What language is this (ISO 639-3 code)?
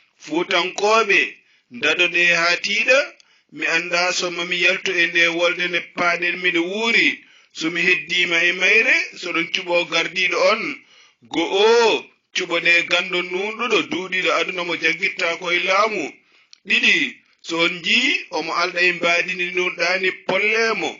ful